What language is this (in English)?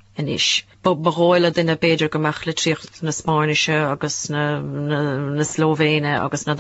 Irish